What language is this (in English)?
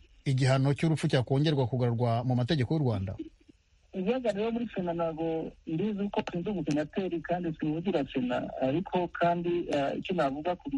Kinyarwanda